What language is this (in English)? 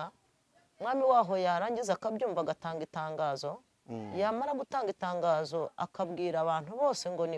Kinyarwanda